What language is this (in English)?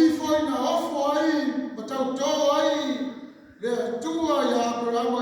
Samoan